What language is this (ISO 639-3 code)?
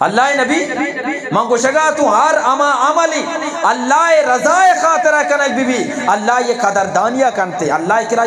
bgp